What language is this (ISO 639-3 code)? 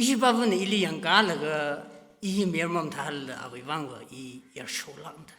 nmf